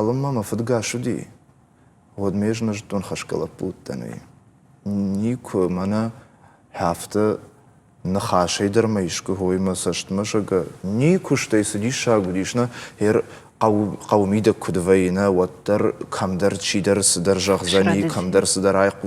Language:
Ossetic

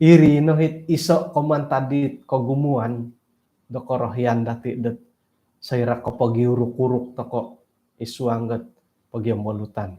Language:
Central Dusun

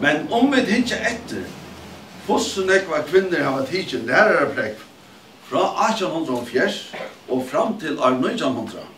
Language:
Faroese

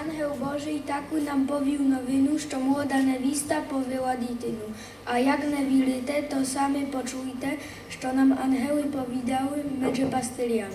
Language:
Rusyn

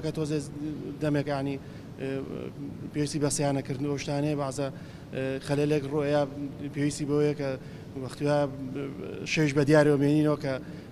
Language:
Central Kurdish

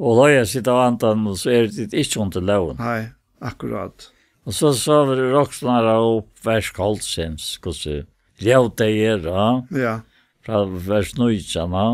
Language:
Faroese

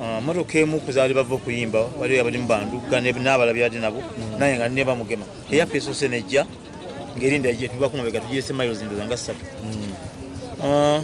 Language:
Ganda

